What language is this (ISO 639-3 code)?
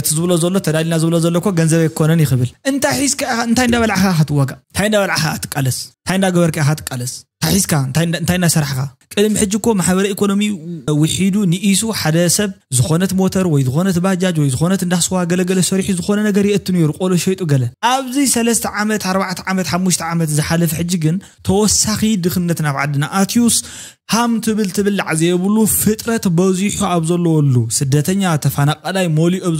tir